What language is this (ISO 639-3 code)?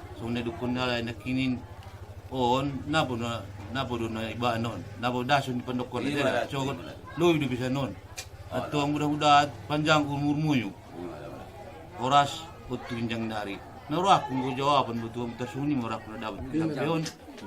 akb